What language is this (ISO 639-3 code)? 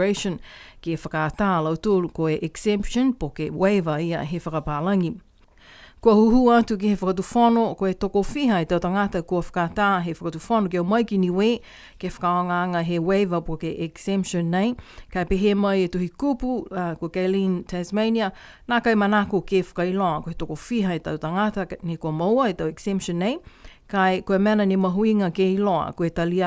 niu